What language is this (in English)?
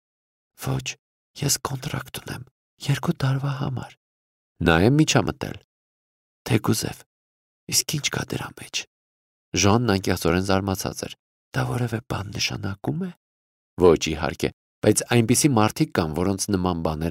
Armenian